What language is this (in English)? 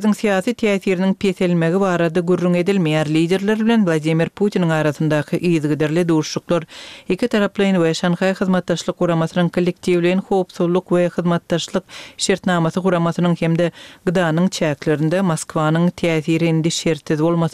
Turkmen